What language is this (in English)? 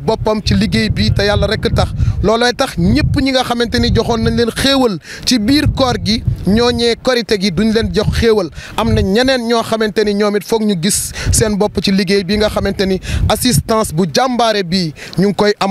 Wolof